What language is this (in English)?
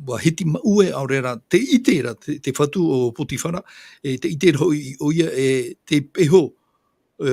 Tahitian